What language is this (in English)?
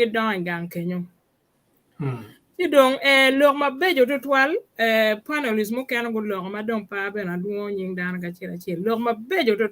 Acoli